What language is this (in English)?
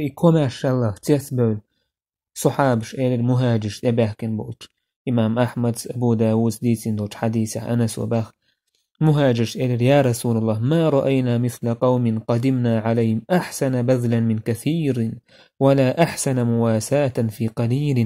Chechen